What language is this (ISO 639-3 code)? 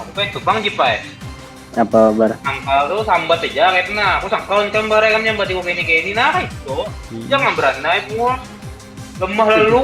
bjn